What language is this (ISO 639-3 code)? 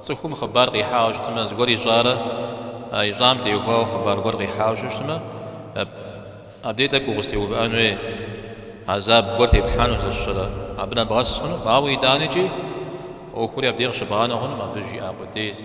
kbd